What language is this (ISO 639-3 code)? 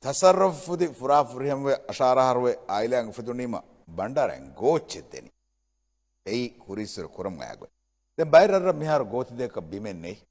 div